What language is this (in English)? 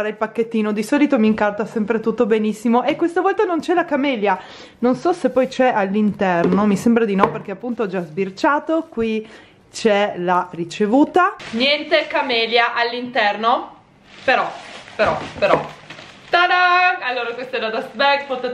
Italian